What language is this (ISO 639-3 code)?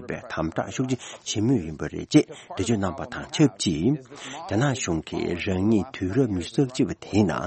bod